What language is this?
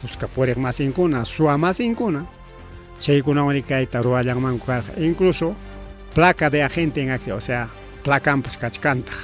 Ayacucho Quechua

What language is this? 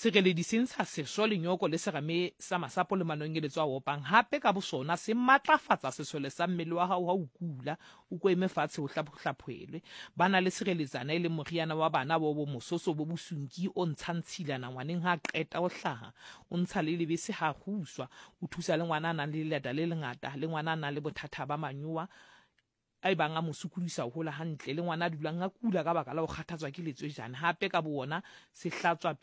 Southern Sotho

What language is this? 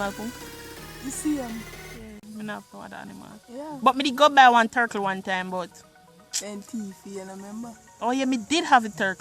Jamaican Creole English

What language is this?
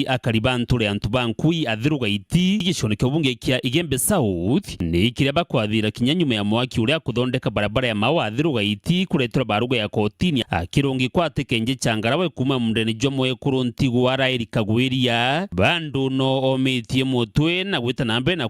Meru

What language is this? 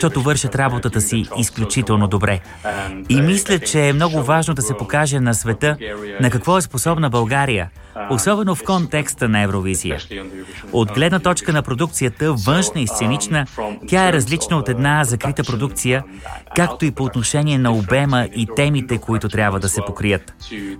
Bulgarian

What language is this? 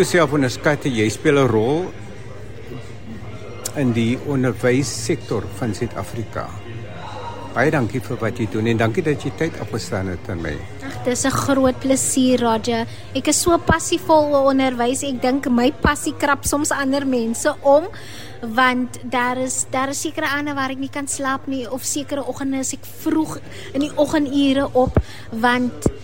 Afrikaans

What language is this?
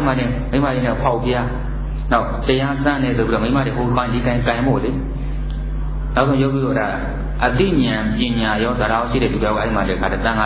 Burmese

